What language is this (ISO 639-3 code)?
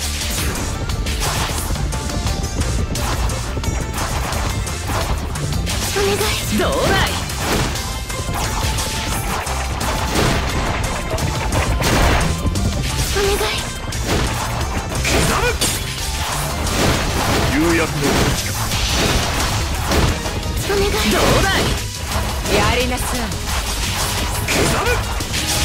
jpn